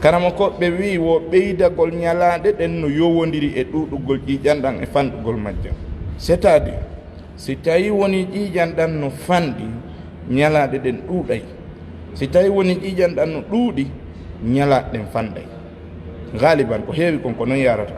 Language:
Fula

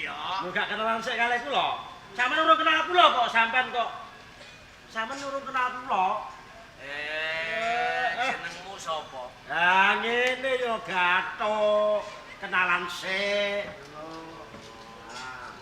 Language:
Javanese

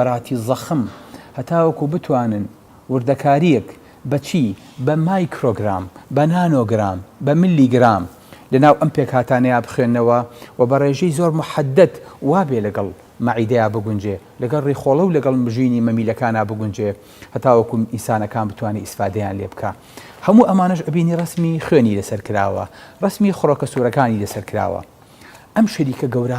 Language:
Central Kurdish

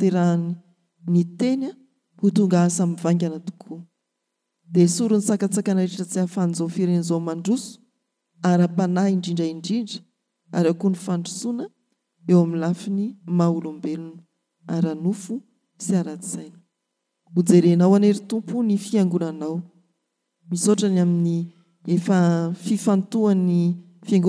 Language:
Malagasy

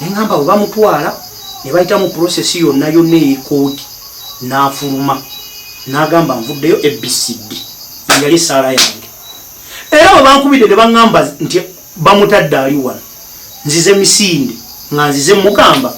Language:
Ganda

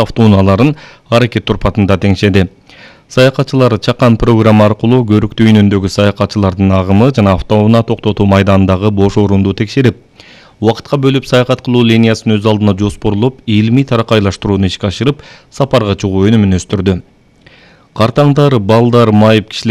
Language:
Kyrgyz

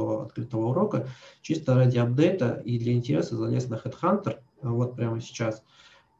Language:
Russian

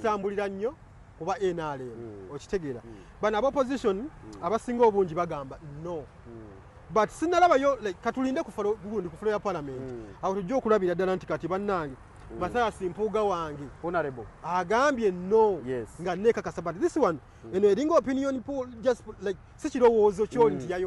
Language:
Ganda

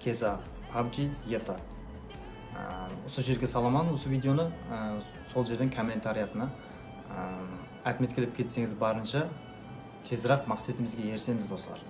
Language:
Kara-Kalpak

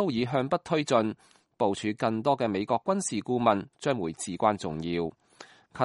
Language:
Cantonese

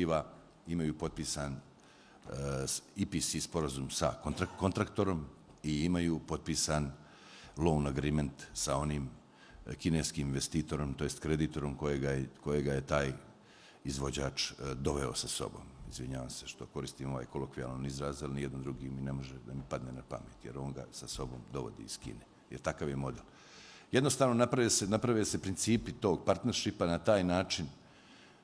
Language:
Bosnian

